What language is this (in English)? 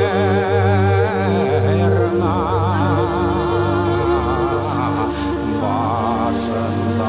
Bashkir